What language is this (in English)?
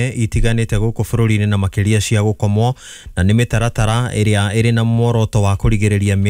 Kikuyu